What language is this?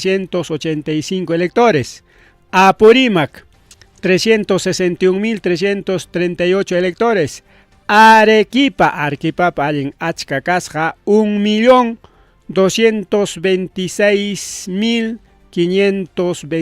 Ayacucho Quechua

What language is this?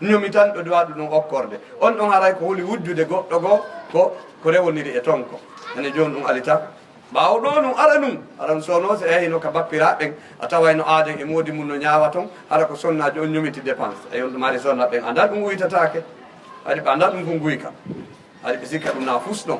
Fula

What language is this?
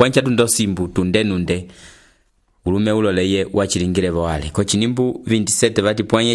Umbundu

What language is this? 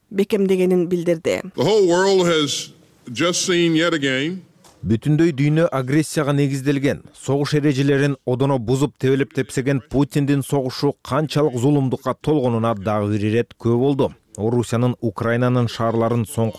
Kyrgyz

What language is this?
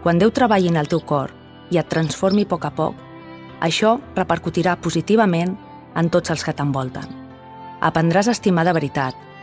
Catalan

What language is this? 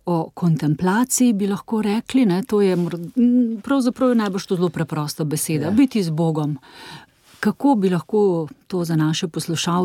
Slovenian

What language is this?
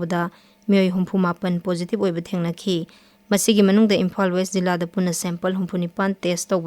Manipuri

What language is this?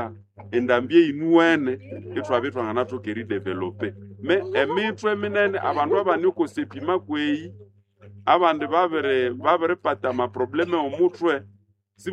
Nande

